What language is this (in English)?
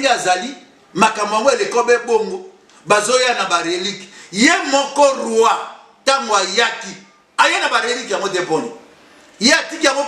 Lingala